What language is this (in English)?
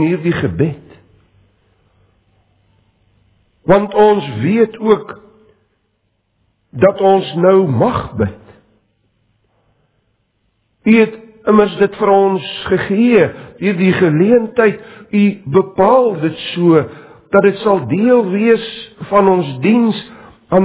Afrikaans